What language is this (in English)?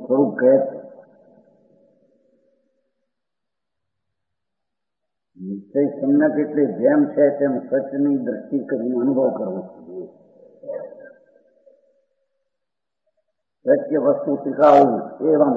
Gujarati